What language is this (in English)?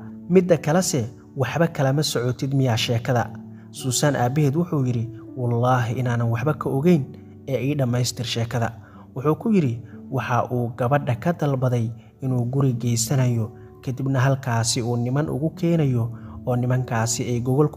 Somali